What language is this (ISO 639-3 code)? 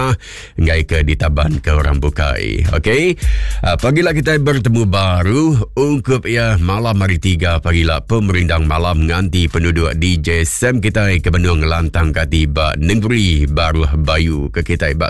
iba